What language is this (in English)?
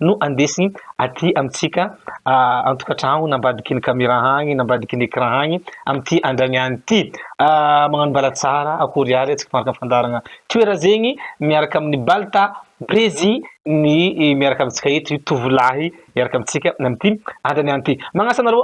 Malagasy